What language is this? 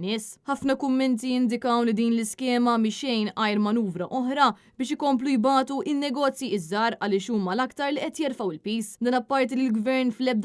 Maltese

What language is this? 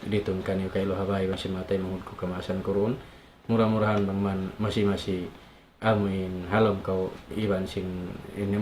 Tausug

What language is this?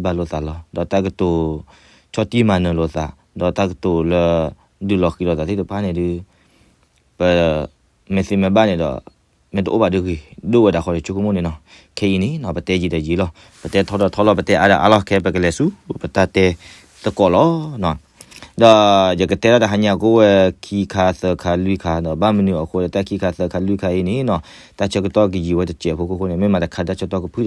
S'gaw Karen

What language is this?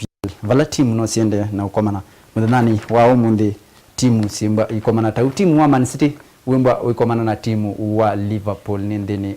Kamba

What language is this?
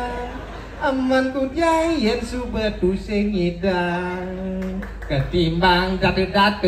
Balinese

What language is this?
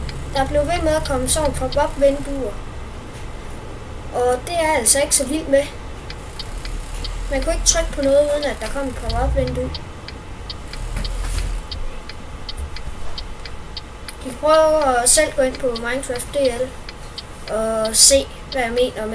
Danish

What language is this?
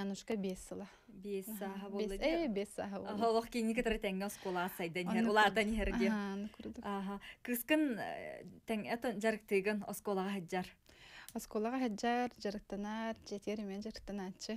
Yakut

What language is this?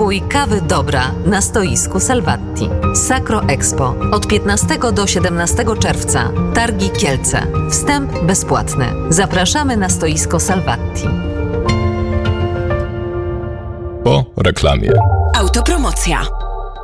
Polish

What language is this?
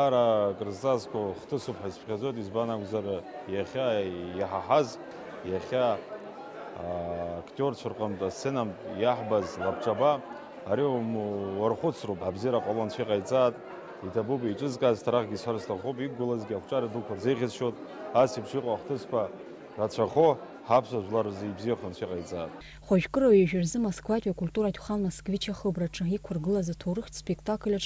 Abkhazian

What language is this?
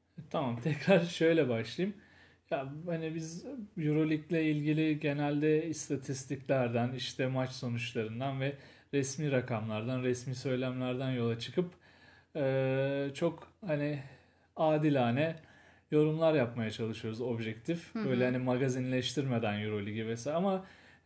Turkish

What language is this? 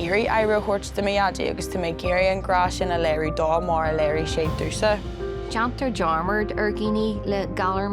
Irish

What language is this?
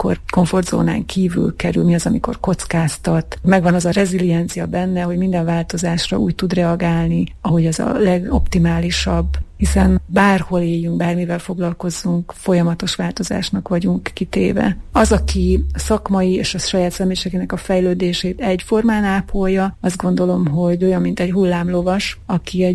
Hungarian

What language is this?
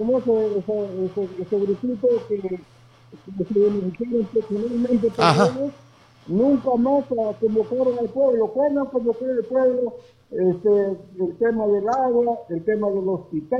Spanish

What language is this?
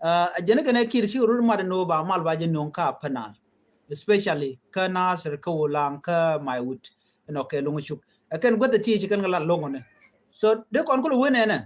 Nuer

